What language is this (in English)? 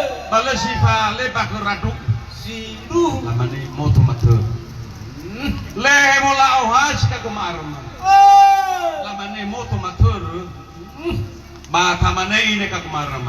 Nias